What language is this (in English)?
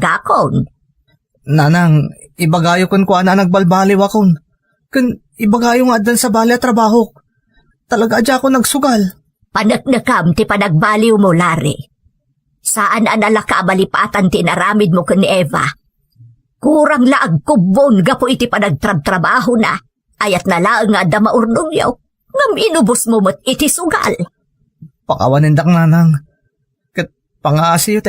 Iloko